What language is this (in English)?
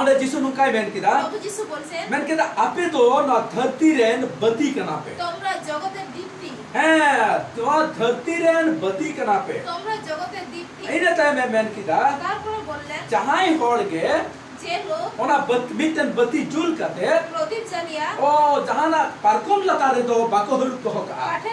Santali